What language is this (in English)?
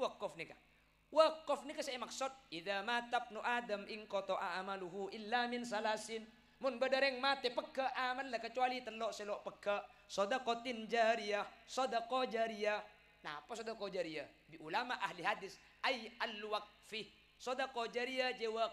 Madurese